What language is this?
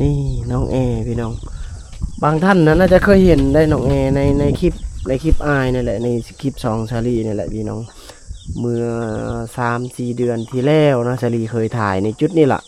Lao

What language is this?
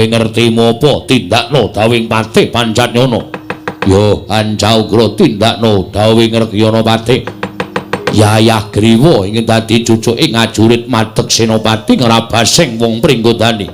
Javanese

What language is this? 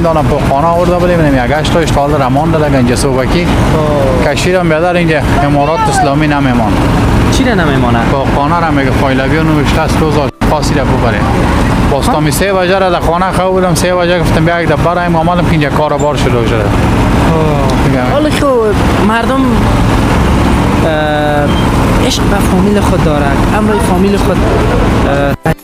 Persian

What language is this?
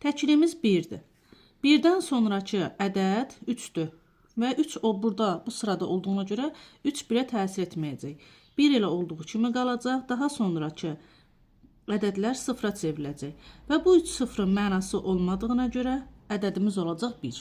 Azerbaijani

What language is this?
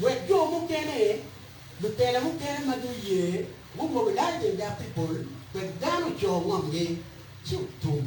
Acoli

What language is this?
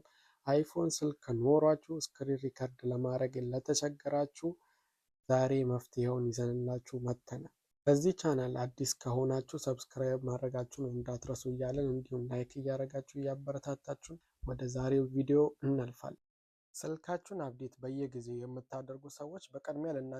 Amharic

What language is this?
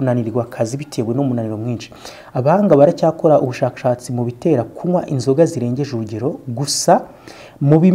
Kinyarwanda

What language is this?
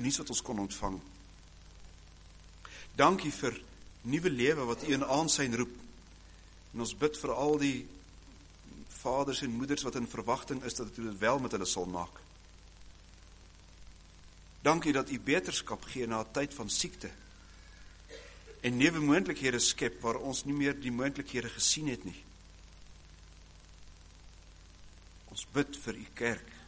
Afrikaans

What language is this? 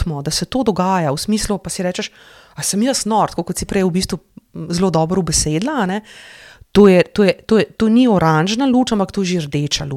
Slovenian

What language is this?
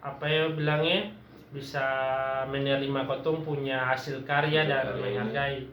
Ambonese Malay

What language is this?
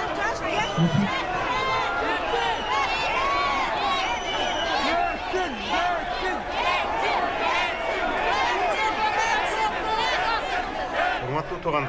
Kyrgyz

